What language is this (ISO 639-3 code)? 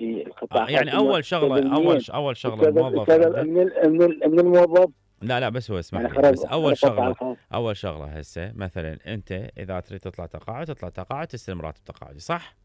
acm